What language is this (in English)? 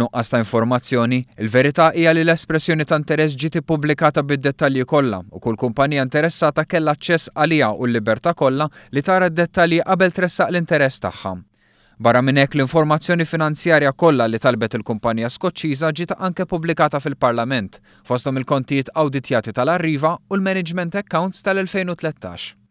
Maltese